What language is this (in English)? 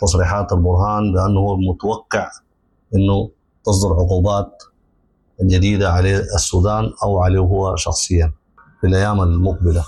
Sudanese Arabic